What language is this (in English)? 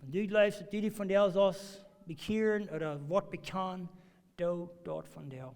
Plautdietsch